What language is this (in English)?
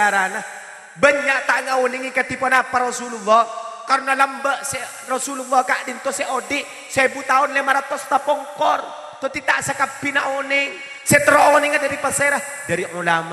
Madurese